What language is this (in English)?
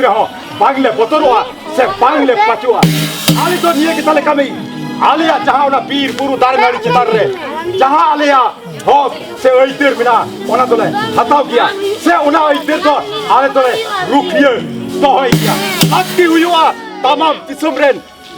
Santali